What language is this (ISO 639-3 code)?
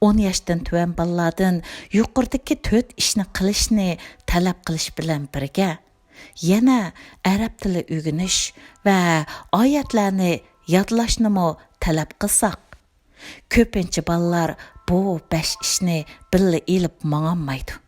uig